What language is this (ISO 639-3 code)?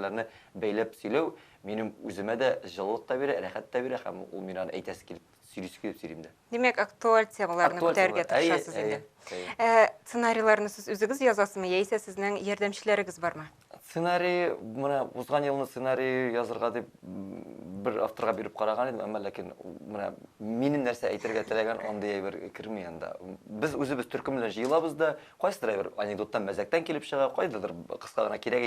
tat